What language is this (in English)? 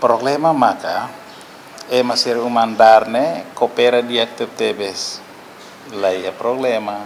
Tetum